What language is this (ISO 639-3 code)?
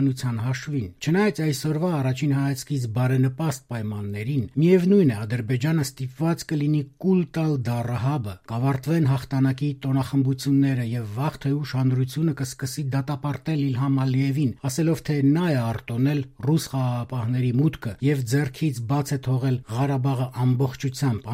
hye